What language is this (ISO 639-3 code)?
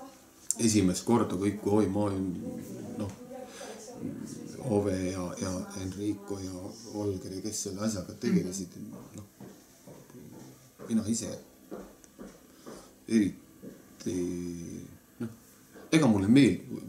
est